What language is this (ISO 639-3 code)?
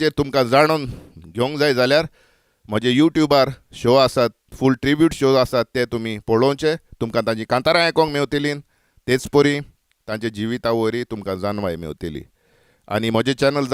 kok